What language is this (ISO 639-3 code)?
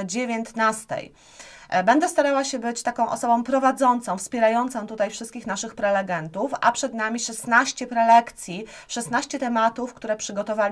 pol